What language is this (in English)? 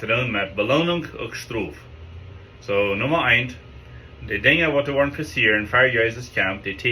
Plautdietsch